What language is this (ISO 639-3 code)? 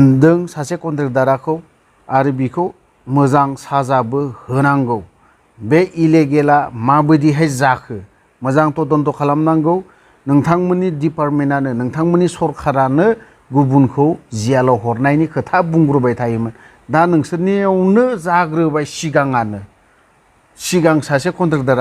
brx